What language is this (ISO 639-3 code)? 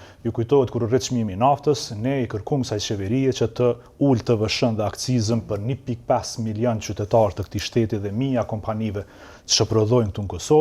sqi